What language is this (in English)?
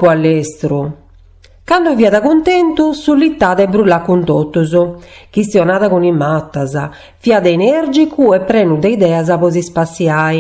Sardinian